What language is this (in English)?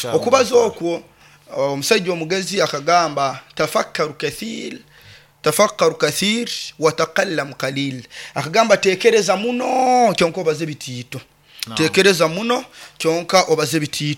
Nyoro